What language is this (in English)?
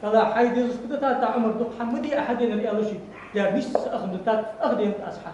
Ingush